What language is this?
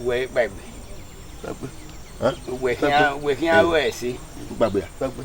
Bini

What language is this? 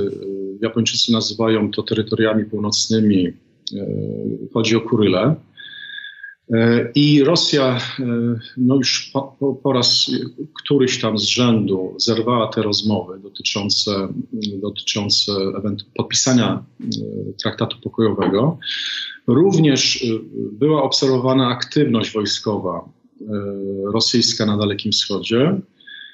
Polish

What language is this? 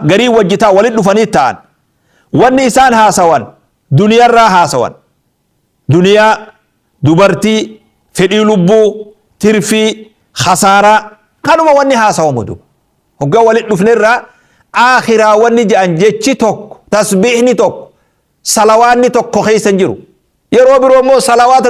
Oromo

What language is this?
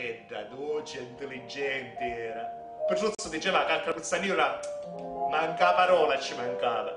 Sicilian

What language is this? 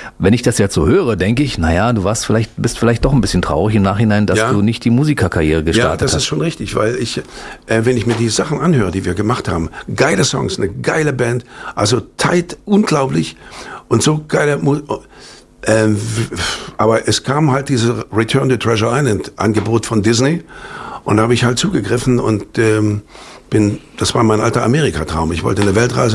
German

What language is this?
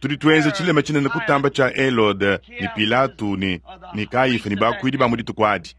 Luba-Lulua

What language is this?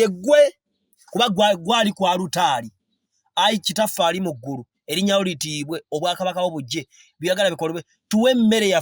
Ganda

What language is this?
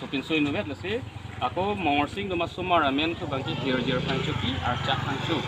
Karbi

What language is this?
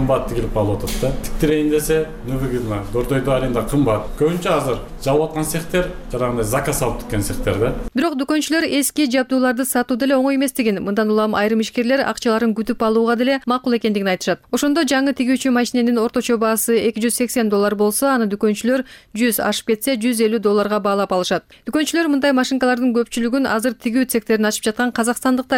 Kyrgyz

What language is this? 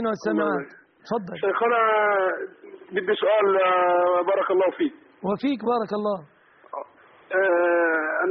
Arabic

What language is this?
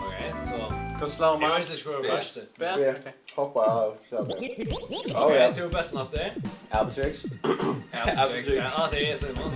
Faroese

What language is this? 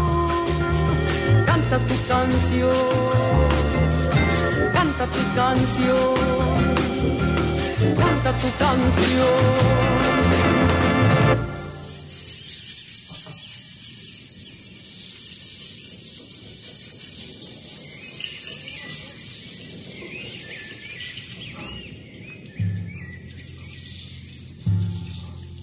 Spanish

